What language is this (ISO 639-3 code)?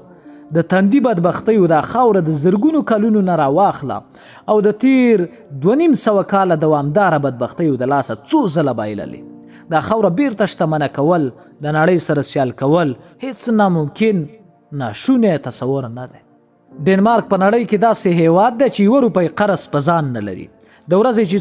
pus